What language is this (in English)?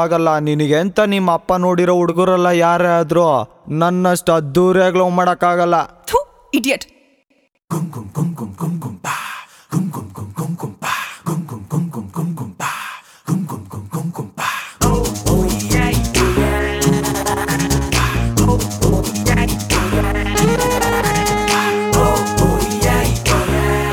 Kannada